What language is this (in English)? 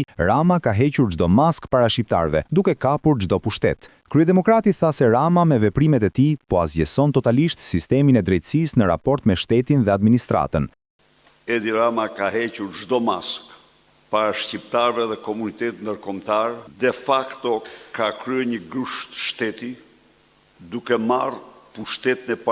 Albanian